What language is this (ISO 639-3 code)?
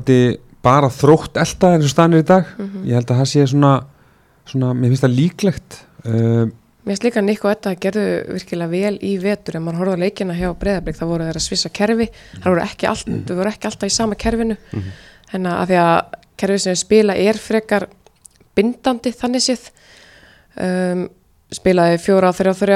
isl